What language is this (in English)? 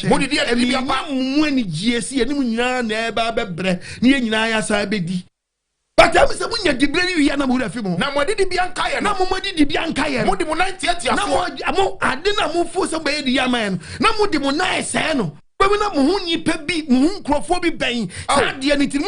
Akan